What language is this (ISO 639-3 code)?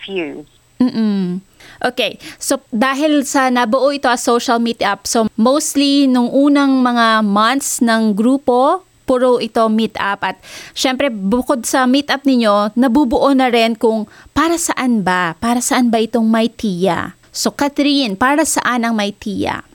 fil